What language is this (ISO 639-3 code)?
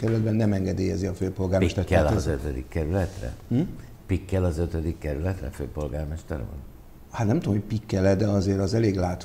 hun